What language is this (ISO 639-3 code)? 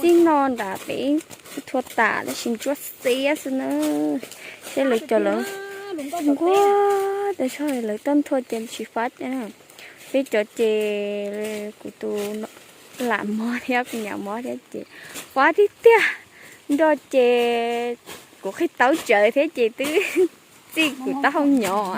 hmn